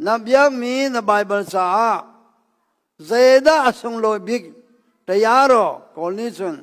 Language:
Hakha Chin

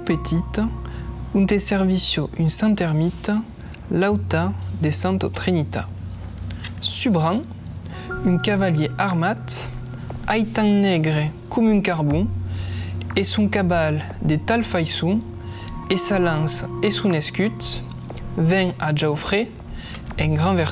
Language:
Occitan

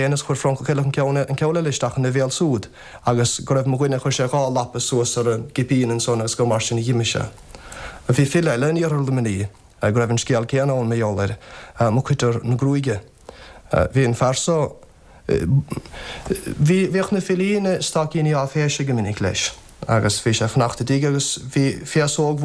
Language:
Irish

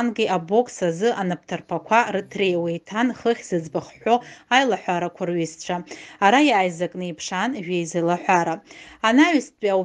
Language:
Abkhazian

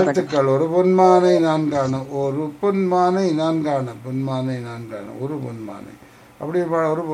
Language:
Tamil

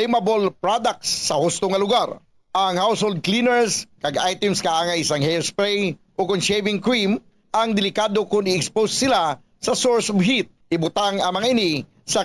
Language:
Hiligaynon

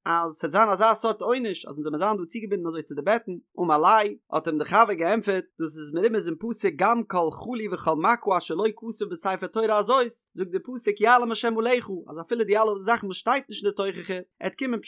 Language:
Yiddish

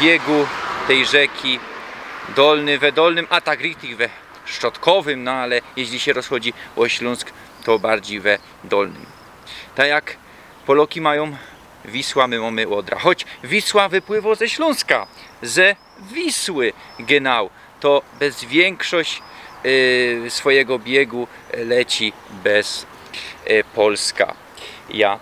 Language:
Silesian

